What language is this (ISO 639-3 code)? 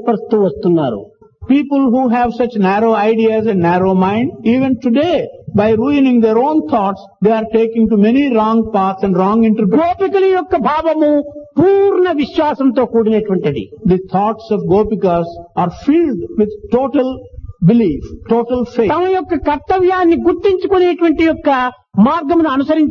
tel